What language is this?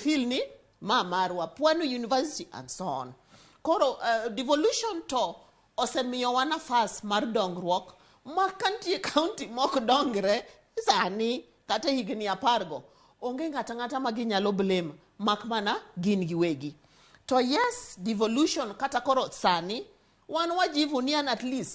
Luo (Kenya and Tanzania)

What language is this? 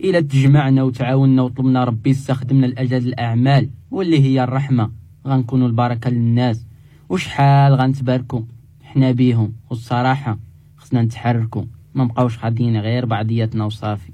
Moroccan Arabic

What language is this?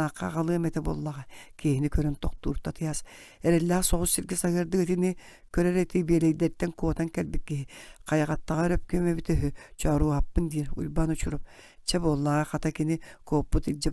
Yakut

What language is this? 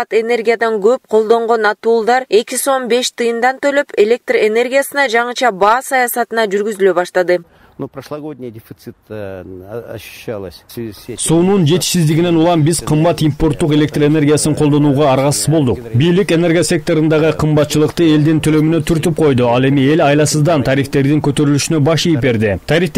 Kyrgyz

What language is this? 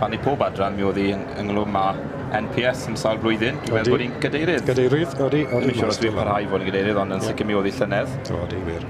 Welsh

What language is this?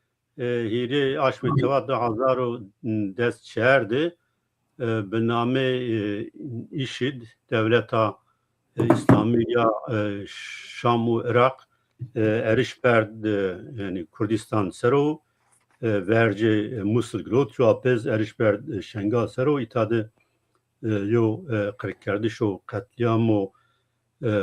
Zaza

